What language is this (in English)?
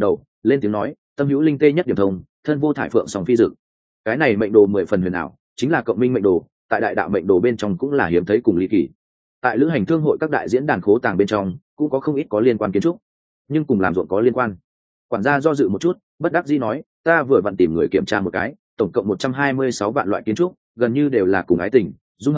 Vietnamese